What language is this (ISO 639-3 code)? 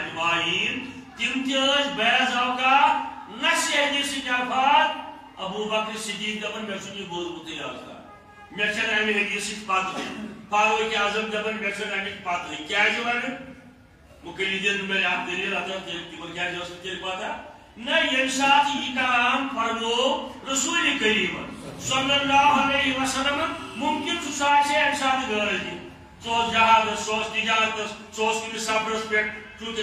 kas